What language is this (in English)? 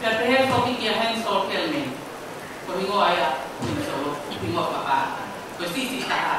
Tongan